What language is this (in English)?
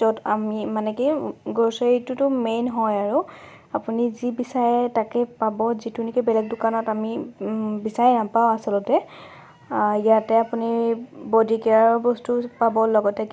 Assamese